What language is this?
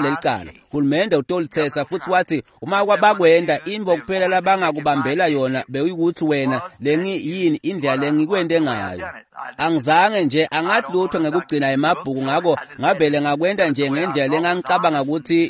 Swati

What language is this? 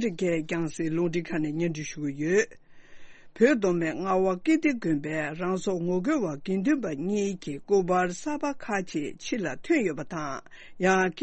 Tibetan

